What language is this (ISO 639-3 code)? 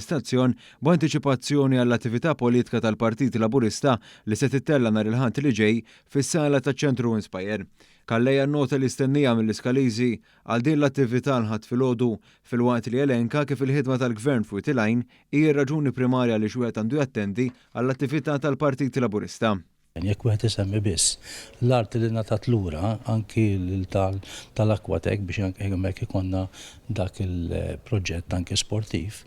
mlt